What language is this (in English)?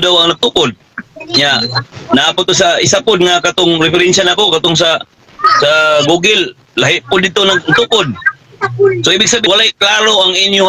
Cebuano